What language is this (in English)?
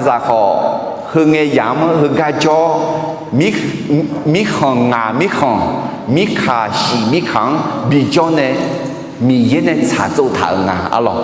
Akha